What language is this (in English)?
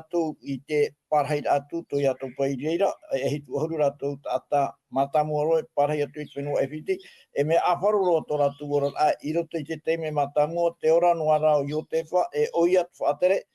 Tahitian